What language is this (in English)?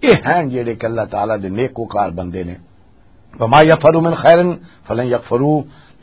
Western Panjabi